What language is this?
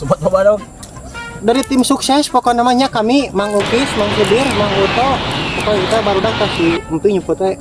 Sundanese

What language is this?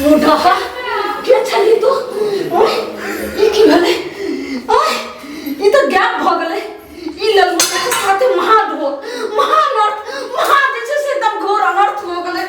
Maithili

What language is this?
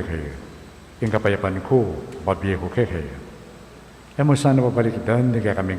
Pampanga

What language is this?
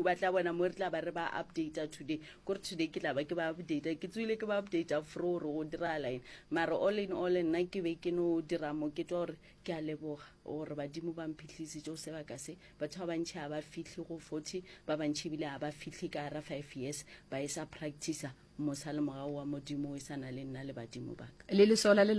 Northern Sotho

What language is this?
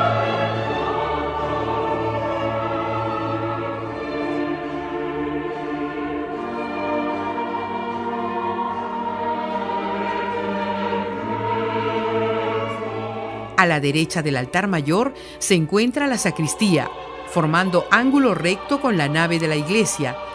Spanish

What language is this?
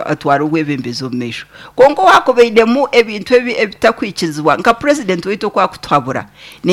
Nyankole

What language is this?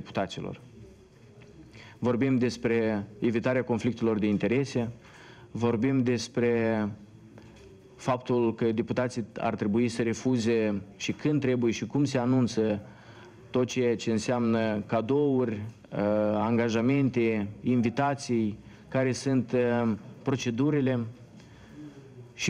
Romanian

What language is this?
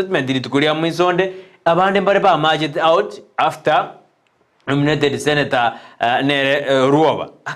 Gusii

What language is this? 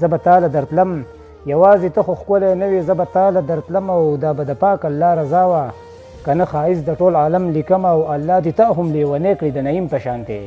Pashto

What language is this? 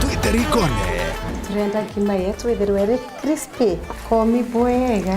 Meru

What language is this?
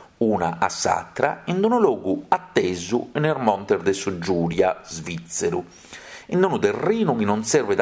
Sardinian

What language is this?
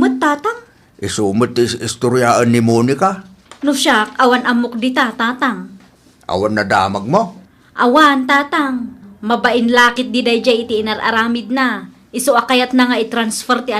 Iloko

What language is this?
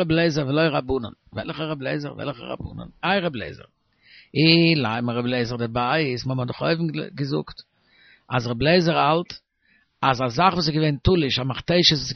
Yiddish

